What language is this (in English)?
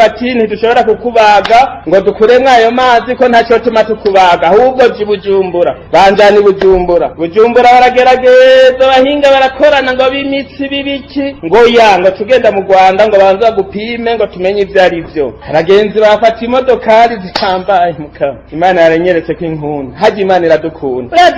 Rundi